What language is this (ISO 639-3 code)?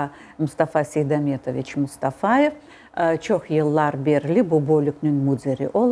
crh